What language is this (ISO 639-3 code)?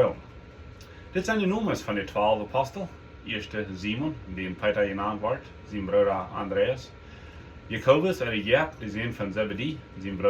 pdt